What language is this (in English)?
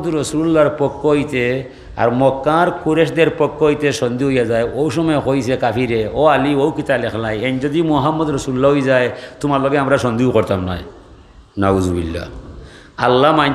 Sylheti